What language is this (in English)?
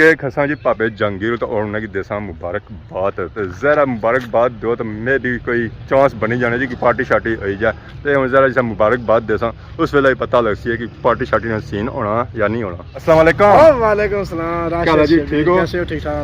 Pahari-Potwari